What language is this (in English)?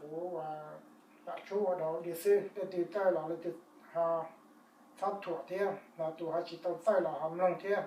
Hmong